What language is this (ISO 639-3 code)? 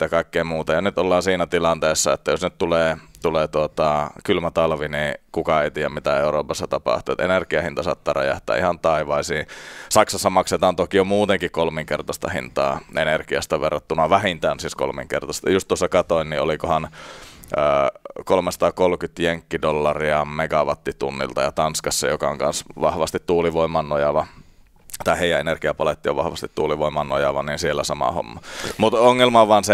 fin